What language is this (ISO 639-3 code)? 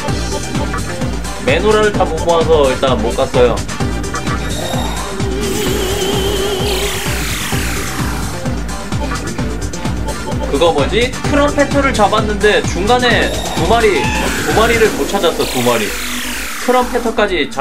kor